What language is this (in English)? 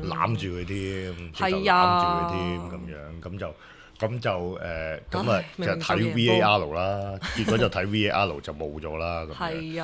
Cantonese